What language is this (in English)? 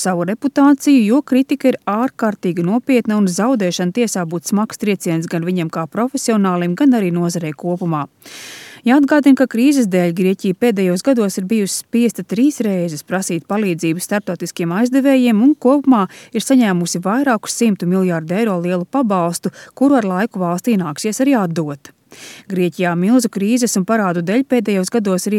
Latvian